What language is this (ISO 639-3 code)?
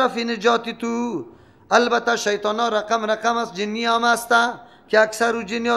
fas